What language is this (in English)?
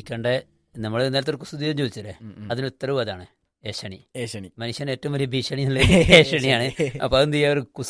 Malayalam